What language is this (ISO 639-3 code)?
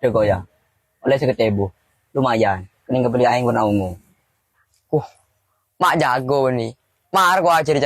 mad